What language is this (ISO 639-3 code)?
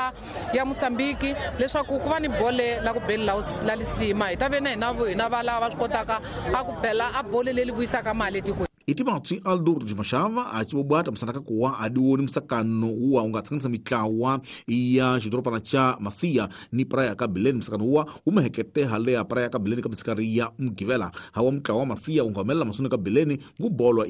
tso